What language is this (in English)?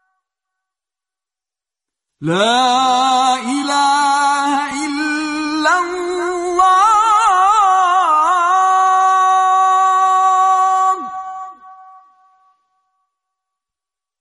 Persian